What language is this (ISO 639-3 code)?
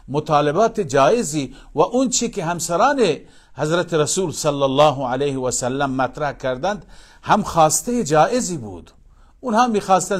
fas